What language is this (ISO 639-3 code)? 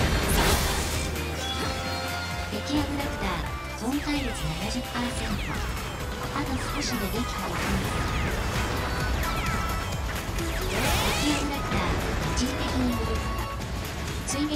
jpn